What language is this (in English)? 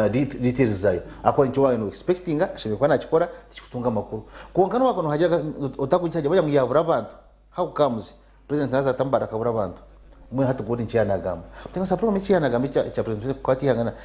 Nyankole